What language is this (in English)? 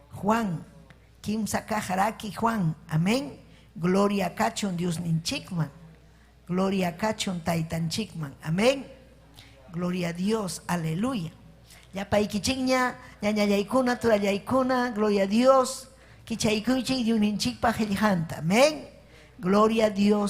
Ayacucho Quechua